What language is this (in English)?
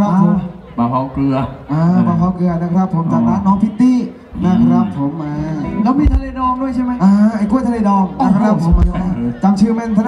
Thai